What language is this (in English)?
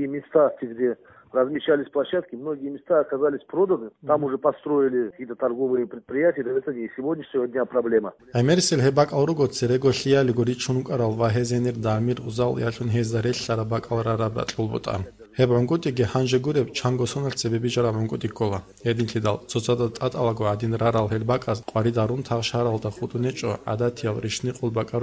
Avaric